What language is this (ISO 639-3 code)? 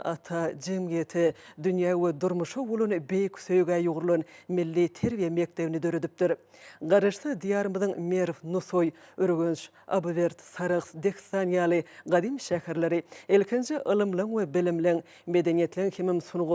tuk